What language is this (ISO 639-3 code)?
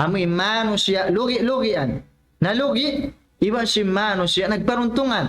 tsg